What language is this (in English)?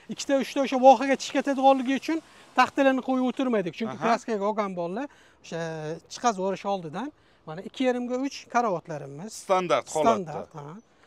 Uzbek